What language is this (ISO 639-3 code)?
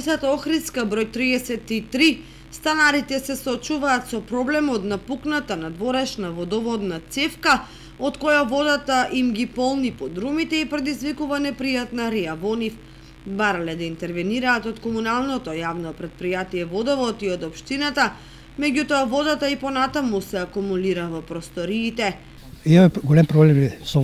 mkd